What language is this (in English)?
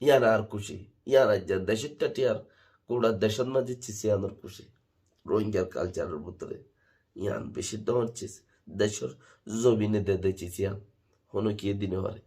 Rohingya